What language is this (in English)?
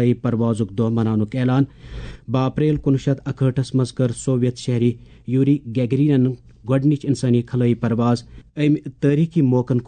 Kashmiri